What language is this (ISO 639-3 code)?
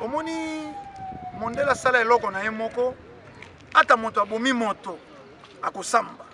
lin